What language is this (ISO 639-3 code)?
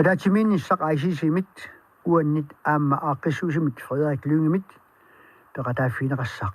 kal